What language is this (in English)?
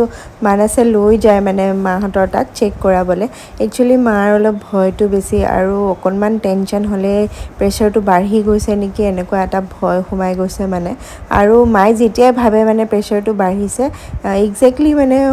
Assamese